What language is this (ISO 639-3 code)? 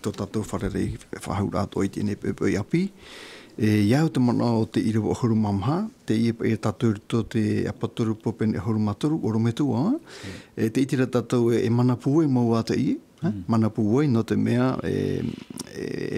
tah